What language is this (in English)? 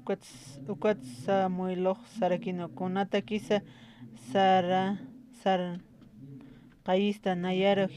Aymara